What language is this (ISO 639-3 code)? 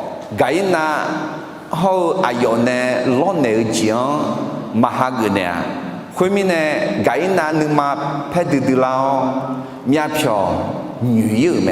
ahk